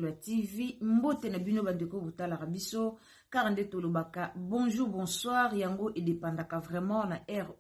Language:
Lingala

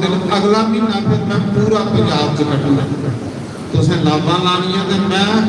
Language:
Dogri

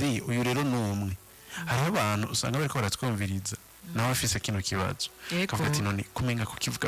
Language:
Rundi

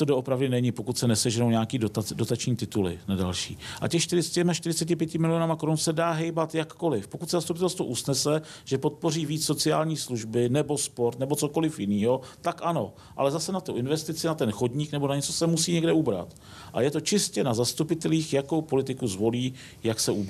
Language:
Czech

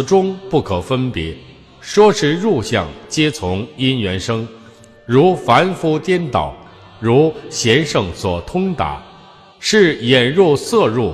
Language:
Chinese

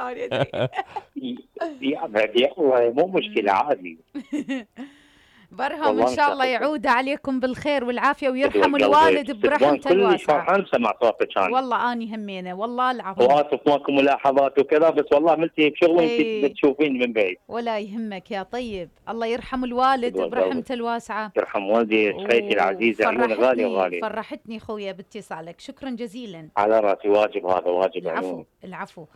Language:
Mesopotamian Arabic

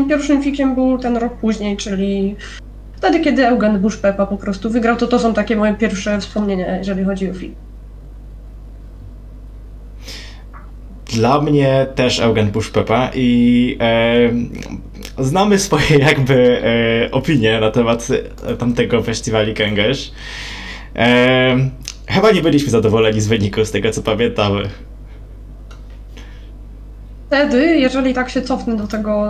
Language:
Polish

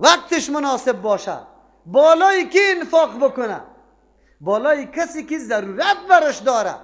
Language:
Persian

